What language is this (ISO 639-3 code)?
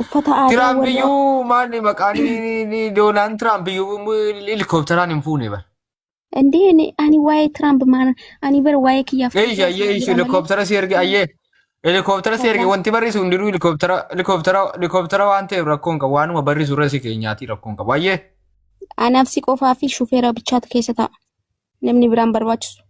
orm